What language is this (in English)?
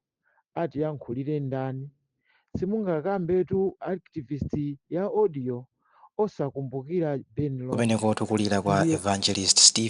Nyanja